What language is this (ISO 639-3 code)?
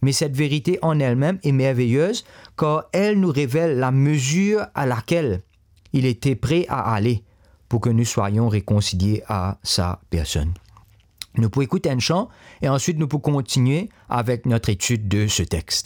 mfe